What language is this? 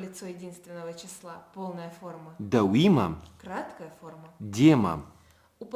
Ossetic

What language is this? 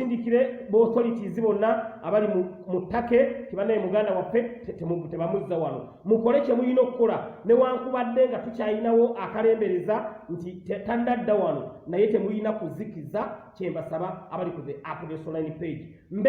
Ganda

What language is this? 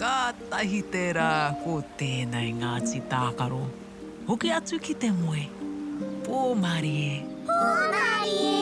Māori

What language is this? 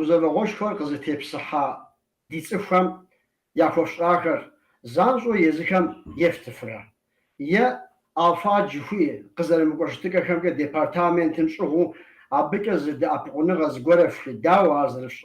Kabardian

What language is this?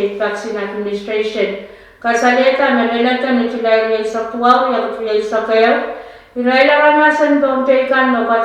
Pohnpeian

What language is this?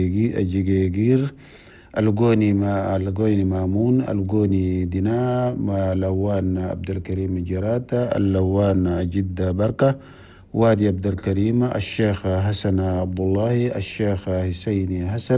Chadian Arabic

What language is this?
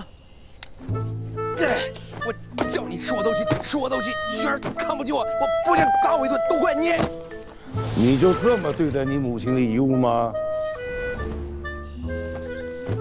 Chinese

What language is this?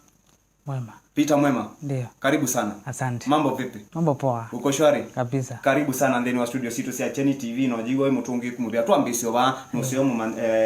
Kamba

